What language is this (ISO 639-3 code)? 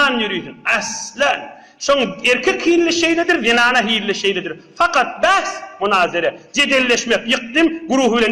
tuk